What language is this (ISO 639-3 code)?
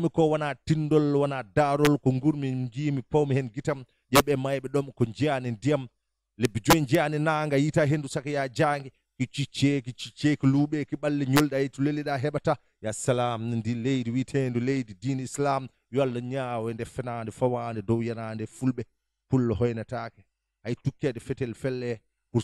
ful